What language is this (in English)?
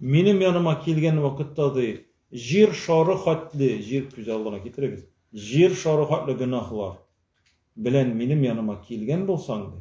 Tatar